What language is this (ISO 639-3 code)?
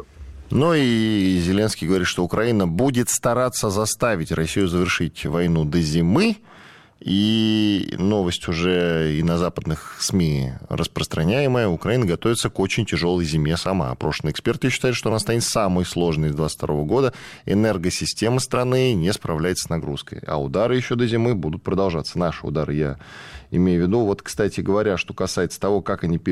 rus